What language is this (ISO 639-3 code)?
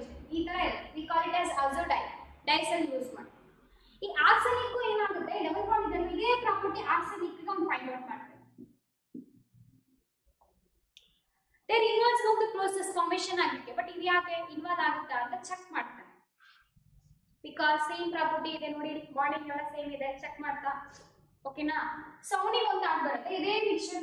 kan